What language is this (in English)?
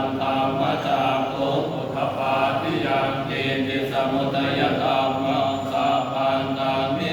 Pali